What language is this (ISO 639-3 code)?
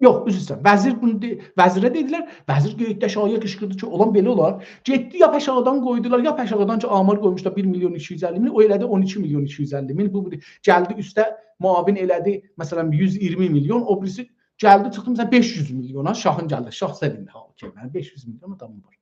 azb